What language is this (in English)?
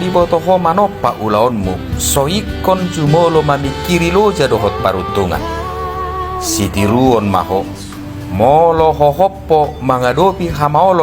Batak Toba